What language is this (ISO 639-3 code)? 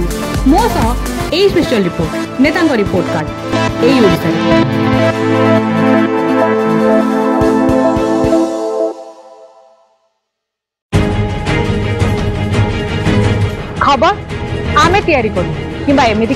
ori